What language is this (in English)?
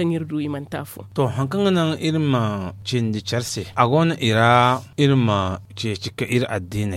Zarma